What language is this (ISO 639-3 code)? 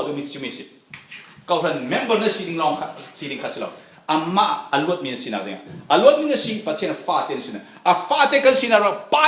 cfm